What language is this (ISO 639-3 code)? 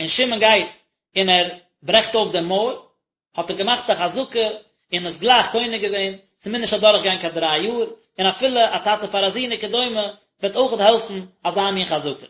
yid